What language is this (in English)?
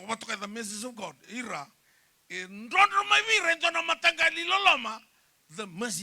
Fijian